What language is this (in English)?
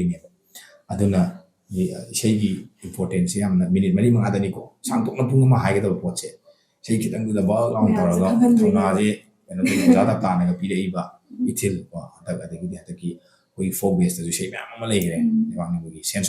Manipuri